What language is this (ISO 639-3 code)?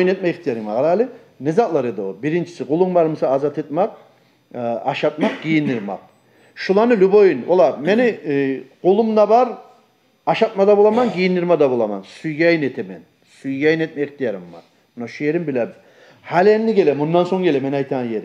kum